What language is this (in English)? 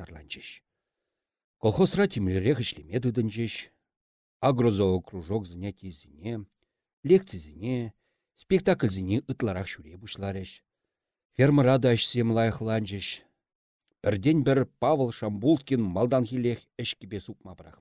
Chuvash